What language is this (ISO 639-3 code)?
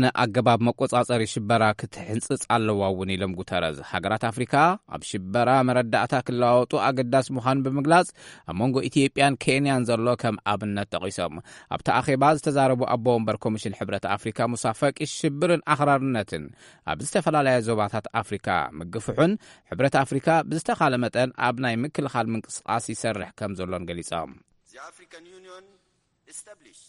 tir